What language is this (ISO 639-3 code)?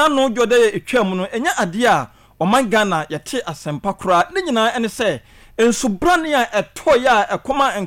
aka